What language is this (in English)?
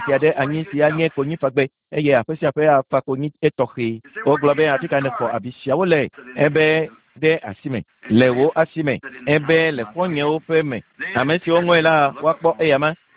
Ewe